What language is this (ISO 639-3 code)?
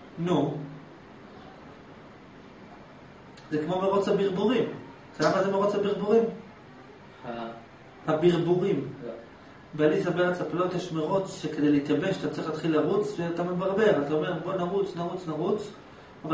heb